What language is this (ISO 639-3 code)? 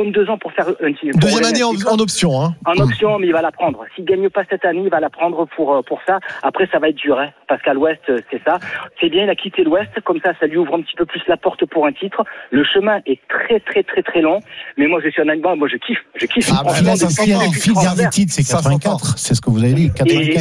fra